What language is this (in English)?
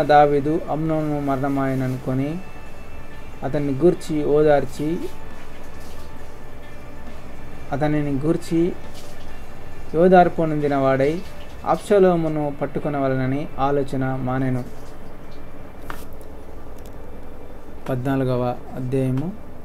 Telugu